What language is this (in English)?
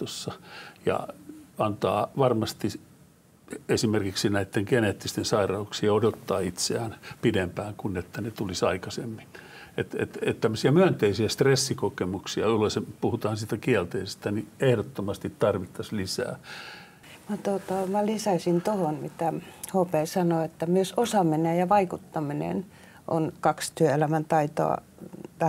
Finnish